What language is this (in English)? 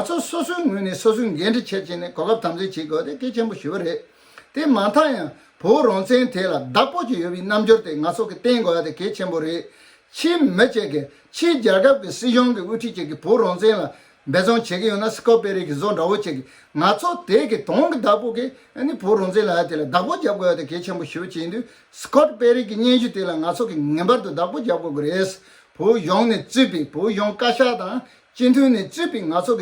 Tibetan